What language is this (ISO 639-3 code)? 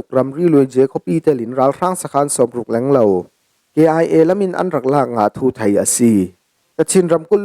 cfm